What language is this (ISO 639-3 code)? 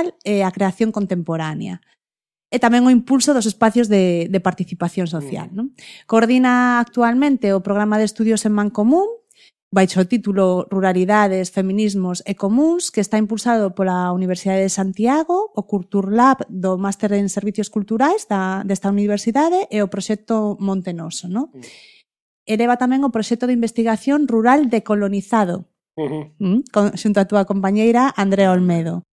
glg